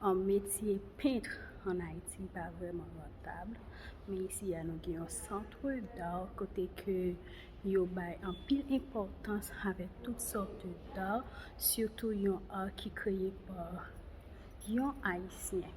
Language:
Haitian Creole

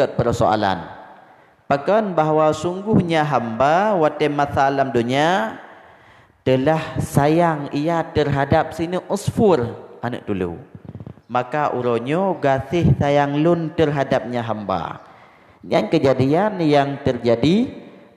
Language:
Achinese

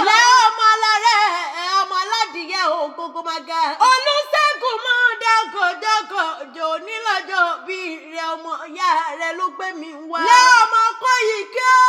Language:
Yoruba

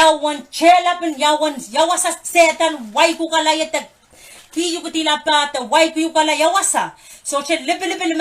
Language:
Pohnpeian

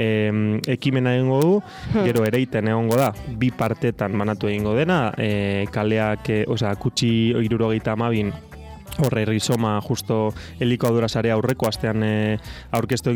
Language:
Basque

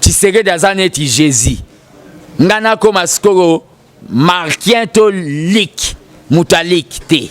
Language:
Lingala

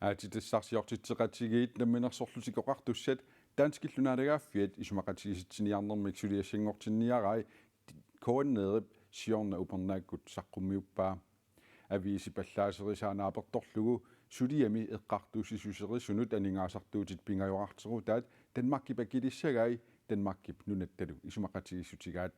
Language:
Kalaallisut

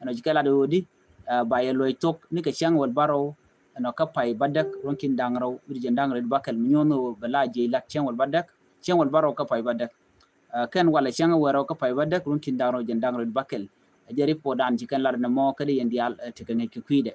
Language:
Nuer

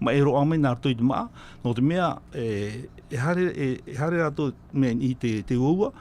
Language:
Tahitian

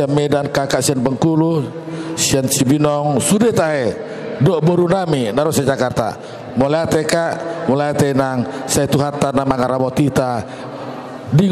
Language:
Batak Toba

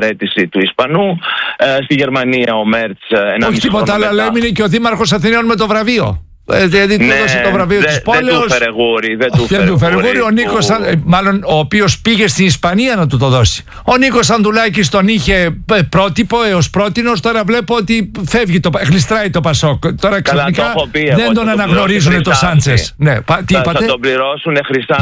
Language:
Greek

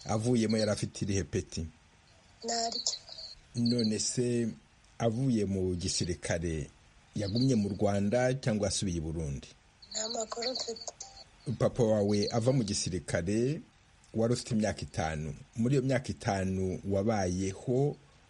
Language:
Kinyarwanda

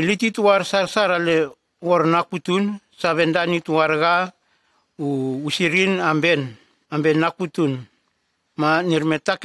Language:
Nume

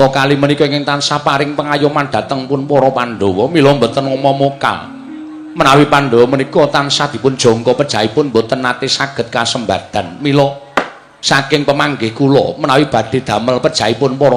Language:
Javanese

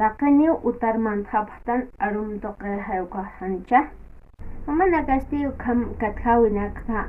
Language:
Aymara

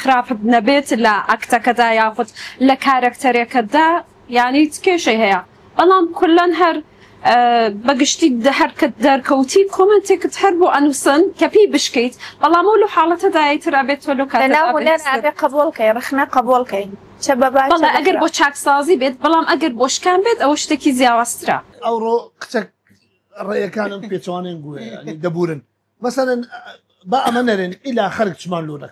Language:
Central Kurdish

